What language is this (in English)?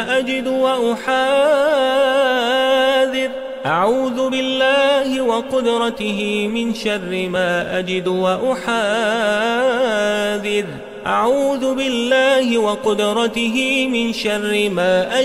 Arabic